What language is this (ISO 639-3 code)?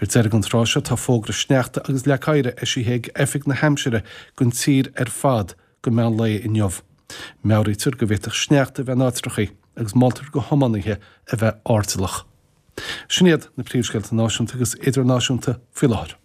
gle